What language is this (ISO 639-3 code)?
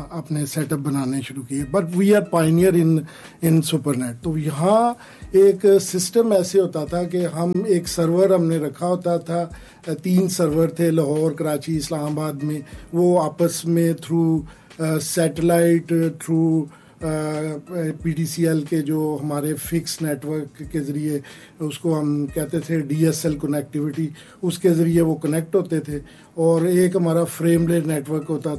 urd